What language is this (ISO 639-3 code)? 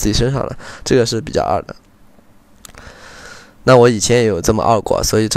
zho